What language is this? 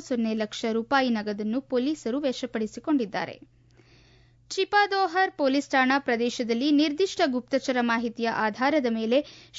Kannada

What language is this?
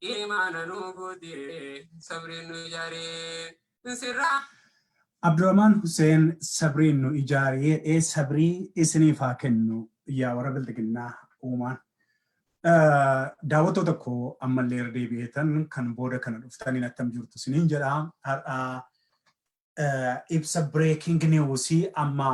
Oromo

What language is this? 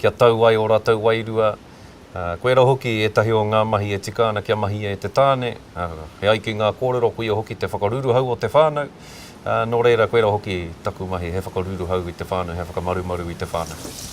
Māori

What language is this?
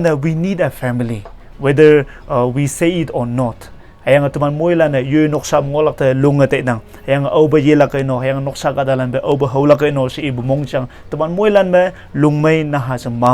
Konyak Naga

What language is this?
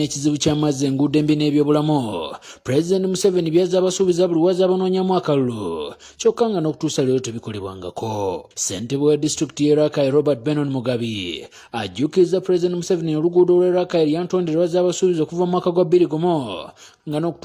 Ganda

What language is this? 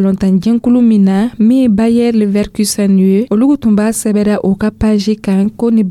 Dyula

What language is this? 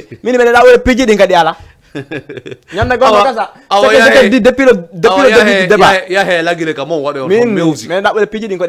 Fula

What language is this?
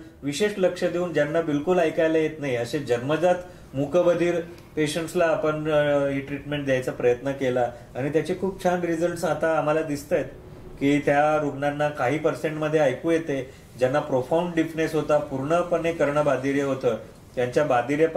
Marathi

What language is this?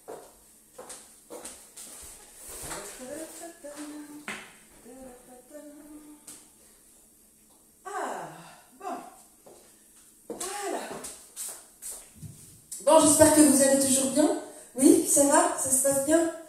French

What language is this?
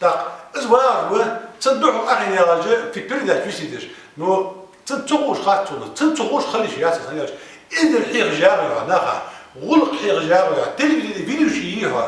Ingush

